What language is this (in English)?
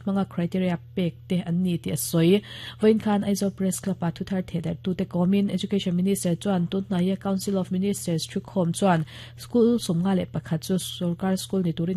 Mizo